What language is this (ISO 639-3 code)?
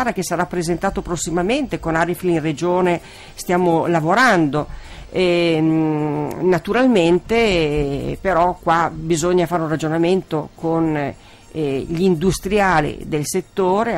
ita